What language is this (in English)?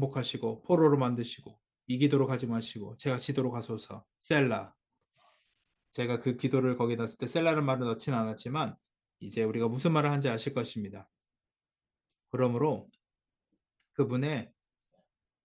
Korean